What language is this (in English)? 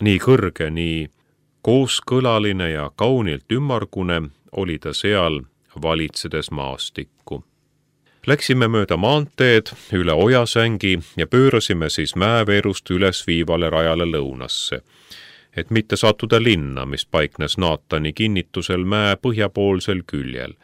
Estonian